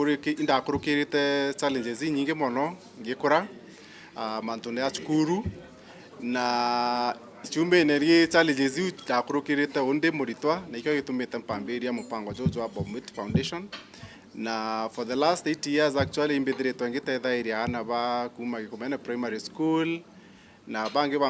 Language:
Meru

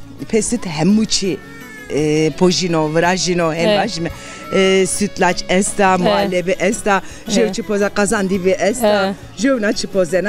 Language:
Zaza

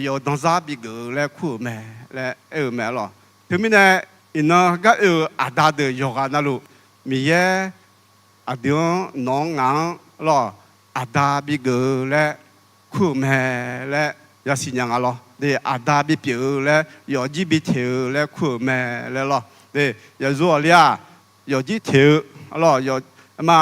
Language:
Akha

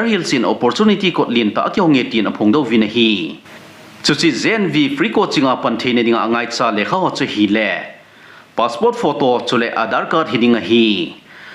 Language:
Thado Chin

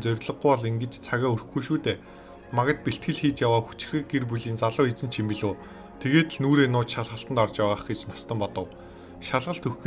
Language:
Mongolian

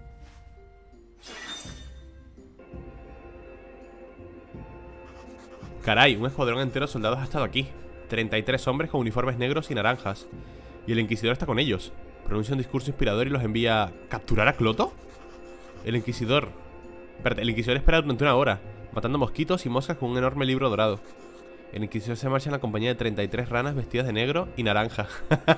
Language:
Spanish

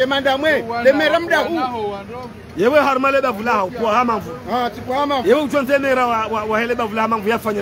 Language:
Ngazidja Comorian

